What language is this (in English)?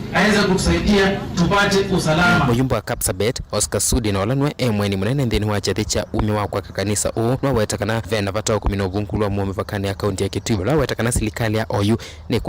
Kamba